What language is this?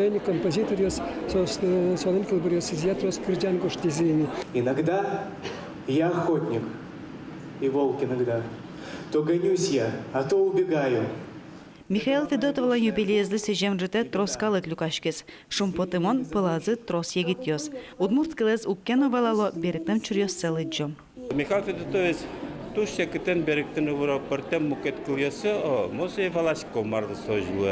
Udmurt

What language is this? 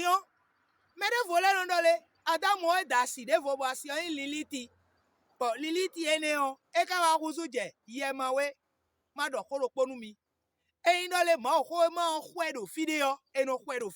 Fon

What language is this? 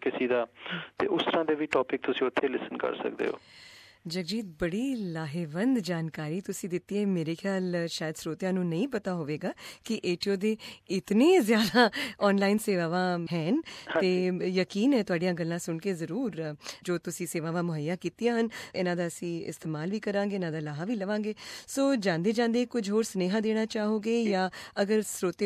Punjabi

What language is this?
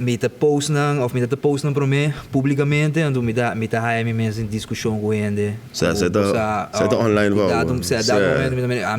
Papiamento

